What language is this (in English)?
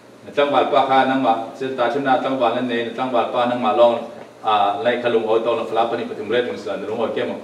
Falam Chin